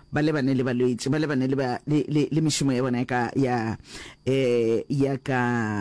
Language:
Northern Sotho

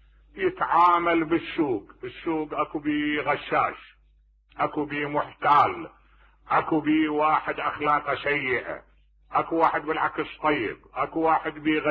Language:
Mesopotamian Arabic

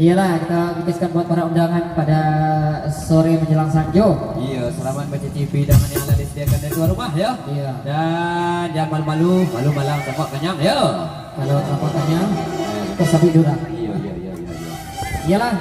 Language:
Minangkabau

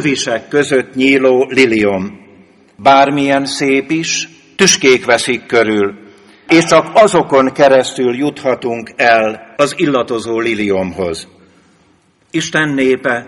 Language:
Hungarian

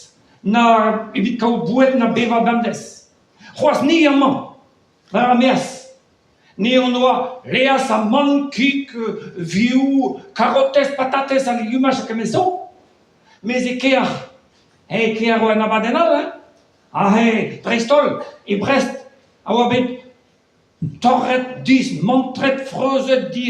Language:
Breton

